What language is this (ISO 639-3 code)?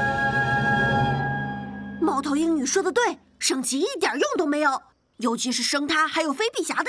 zho